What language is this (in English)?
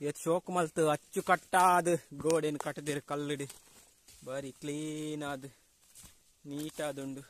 Tulu